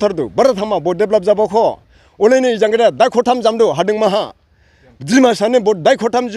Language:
Dimasa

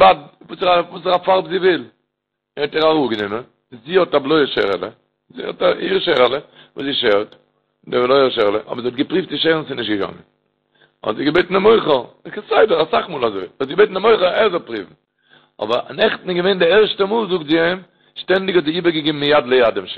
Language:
Yiddish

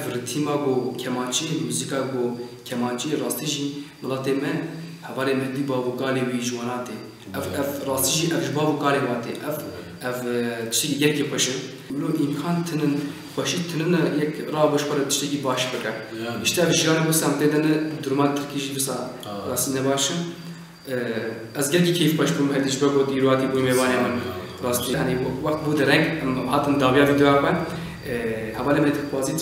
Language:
Kurdish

